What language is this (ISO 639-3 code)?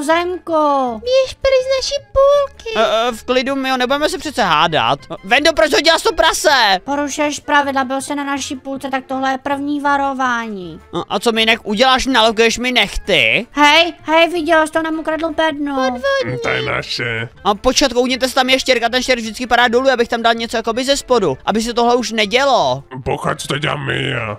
ces